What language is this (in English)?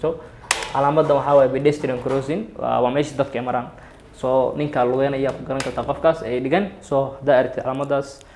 Somali